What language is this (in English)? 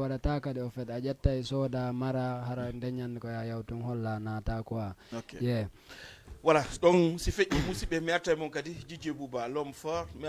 Fula